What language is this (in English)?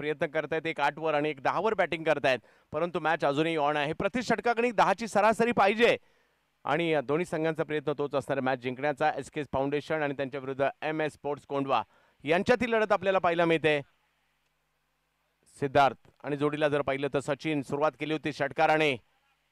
Marathi